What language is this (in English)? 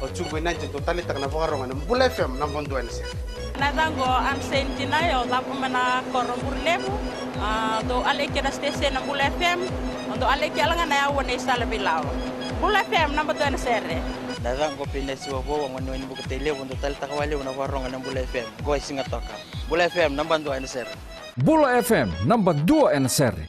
Fijian